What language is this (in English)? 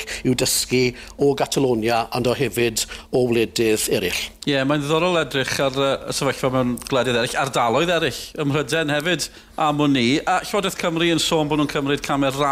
Welsh